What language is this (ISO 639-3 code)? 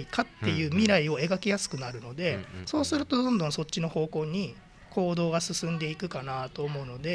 jpn